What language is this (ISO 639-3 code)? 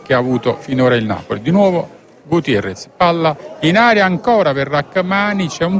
ita